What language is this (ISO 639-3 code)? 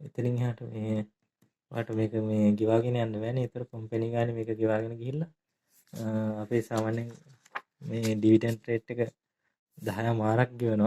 sin